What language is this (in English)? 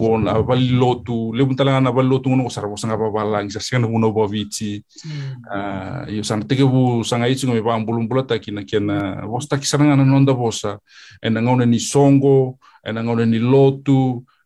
Fijian